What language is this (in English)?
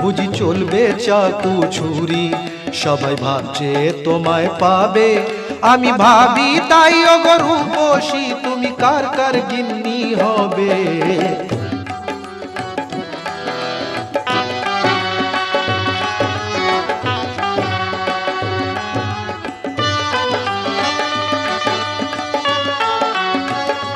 Bangla